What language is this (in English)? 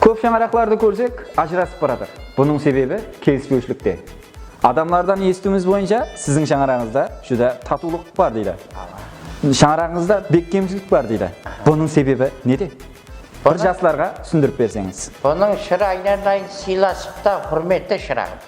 Kara-Kalpak